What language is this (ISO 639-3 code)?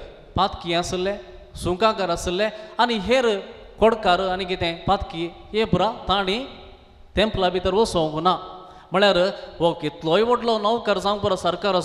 kok